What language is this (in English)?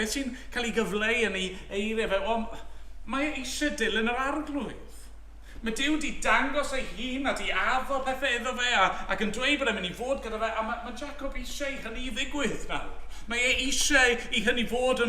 Welsh